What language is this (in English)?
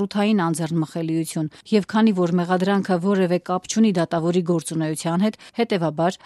Armenian